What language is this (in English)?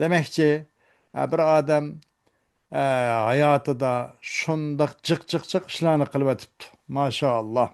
Uyghur